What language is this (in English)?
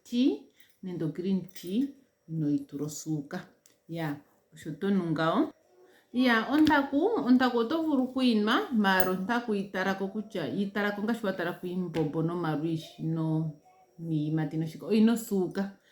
Ndonga